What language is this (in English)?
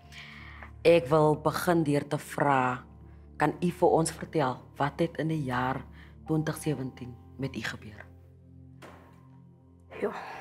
Afrikaans